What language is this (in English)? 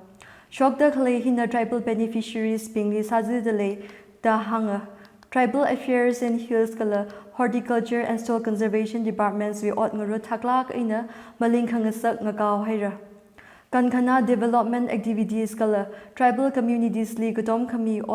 Tangkhul Naga (India)